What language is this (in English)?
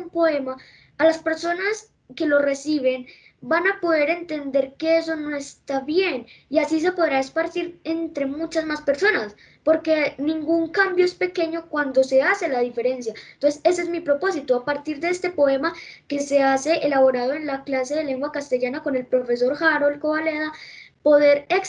Spanish